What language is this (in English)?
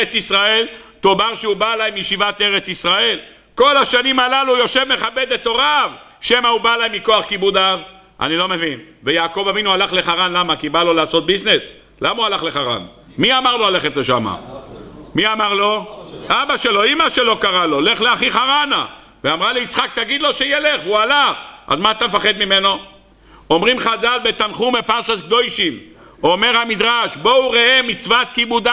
Hebrew